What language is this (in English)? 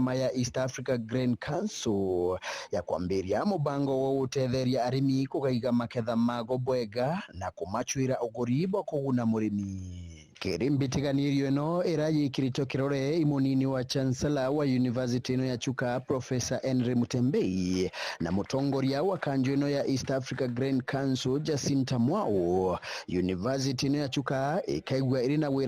Meru